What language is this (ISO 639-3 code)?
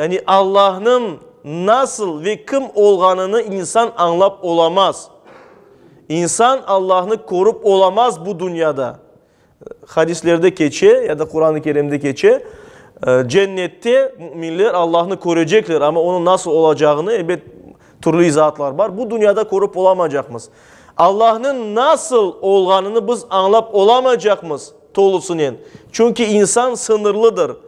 crh